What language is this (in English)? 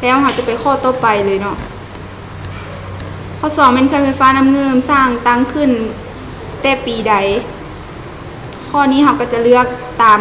Lao